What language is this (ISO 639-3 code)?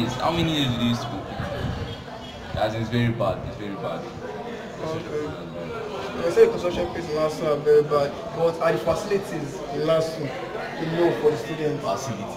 eng